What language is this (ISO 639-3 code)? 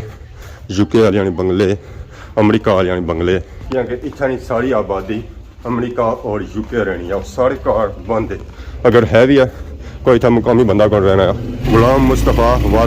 phr